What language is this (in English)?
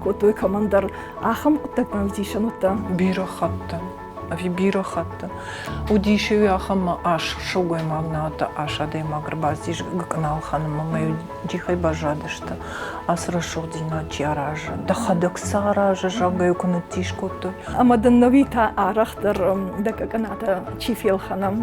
Ossetic